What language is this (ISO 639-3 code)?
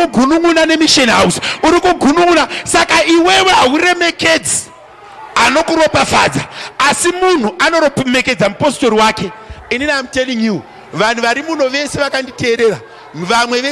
sna